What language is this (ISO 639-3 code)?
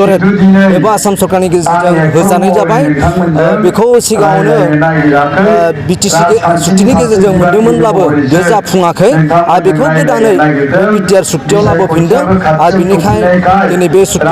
brx